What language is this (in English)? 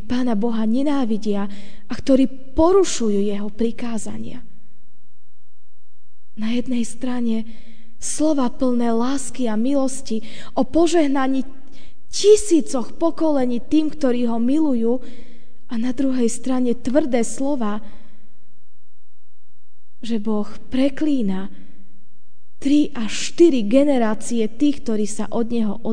Slovak